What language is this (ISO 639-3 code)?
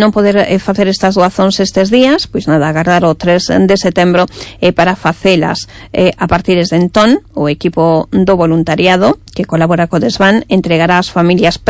glg